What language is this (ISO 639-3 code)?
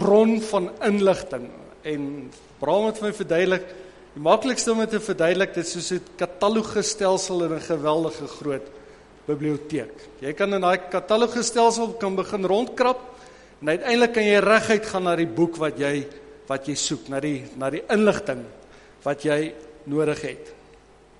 afr